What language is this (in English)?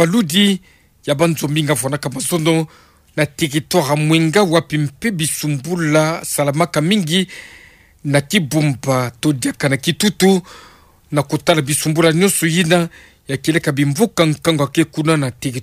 Kituba (Democratic Republic of Congo)